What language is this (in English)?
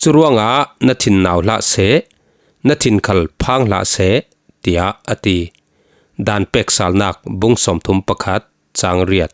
Falam Chin